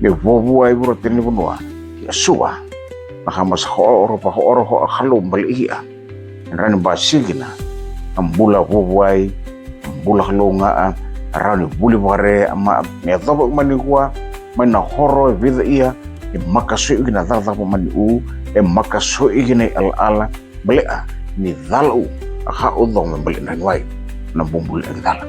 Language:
Fijian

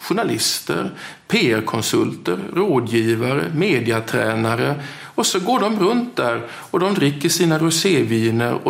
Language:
Swedish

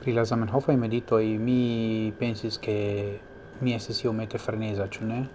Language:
Esperanto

